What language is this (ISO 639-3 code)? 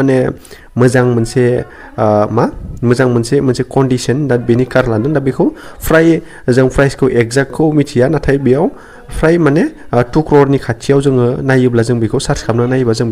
brx